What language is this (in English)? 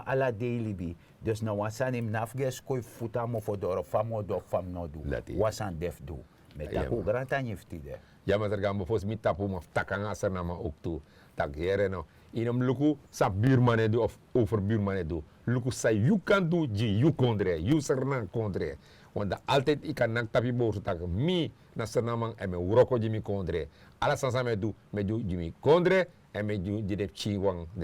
Sranan Tongo